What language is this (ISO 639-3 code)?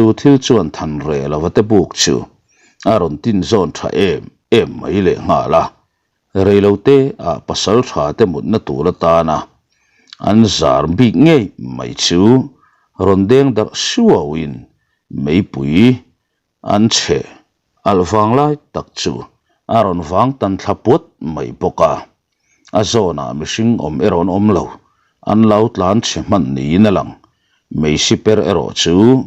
lus